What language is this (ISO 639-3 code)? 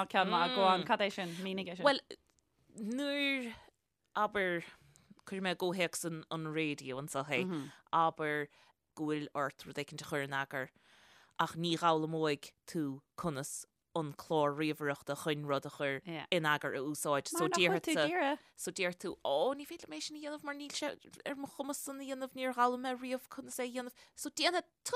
gle